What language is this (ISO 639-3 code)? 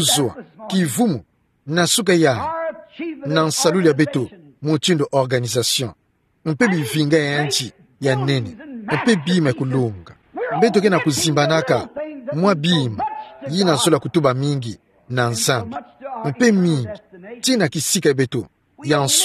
ktu